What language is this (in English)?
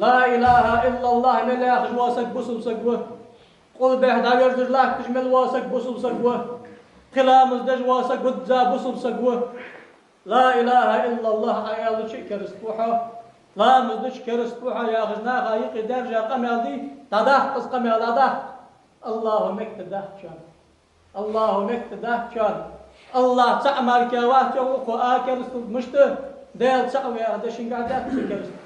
Ingush